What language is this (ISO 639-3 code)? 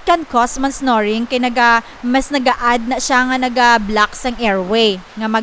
hil